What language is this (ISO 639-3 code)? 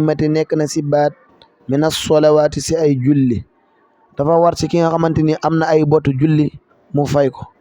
wol